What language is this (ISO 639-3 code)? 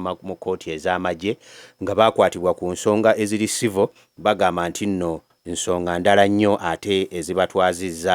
lug